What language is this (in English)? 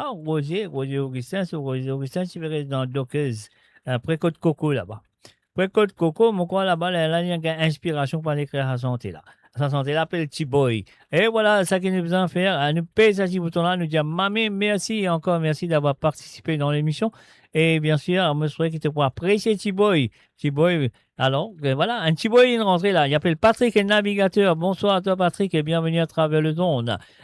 Morisyen